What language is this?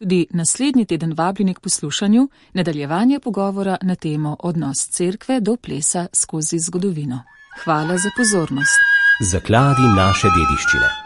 Slovenian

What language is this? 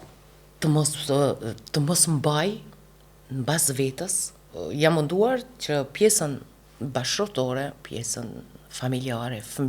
Albanian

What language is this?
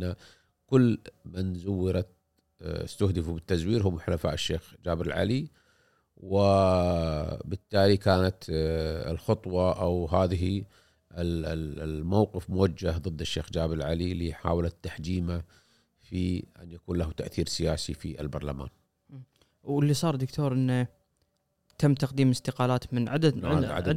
Gulf Arabic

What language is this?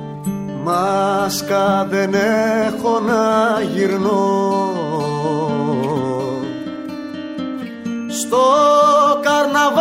Greek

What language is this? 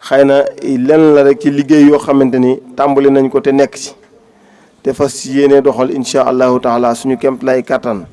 Wolof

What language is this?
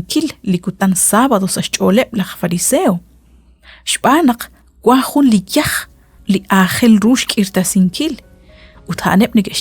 Kekchí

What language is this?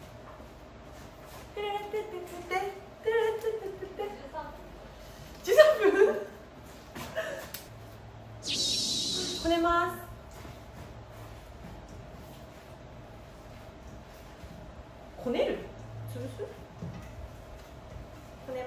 Japanese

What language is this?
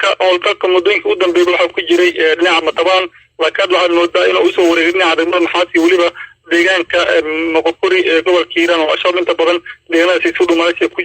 Somali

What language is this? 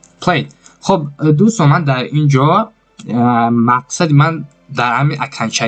Tajik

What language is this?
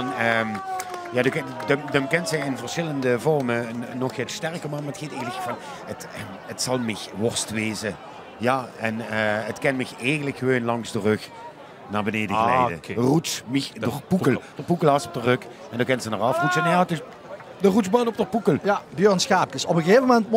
Limburgish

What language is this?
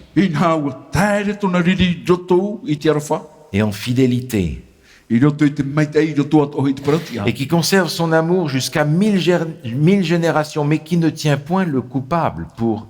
Tahitian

